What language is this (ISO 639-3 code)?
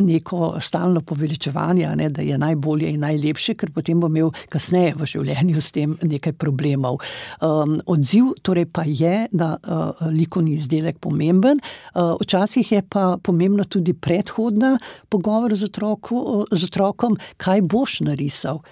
slv